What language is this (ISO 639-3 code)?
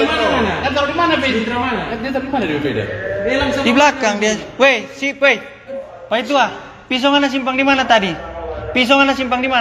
xmm